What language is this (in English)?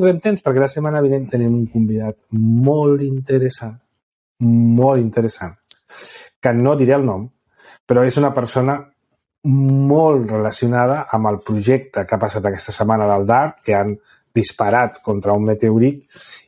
Catalan